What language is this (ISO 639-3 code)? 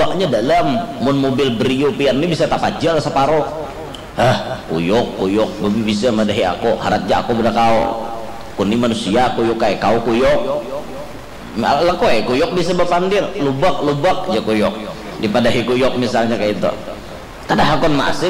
bjn